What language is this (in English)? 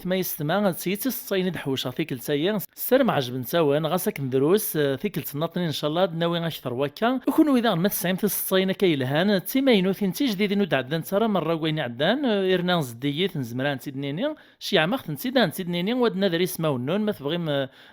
Kabyle